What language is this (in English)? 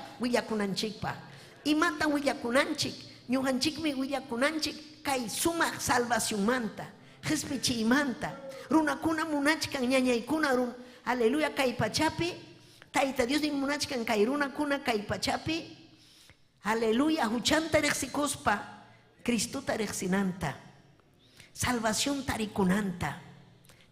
Ayacucho Quechua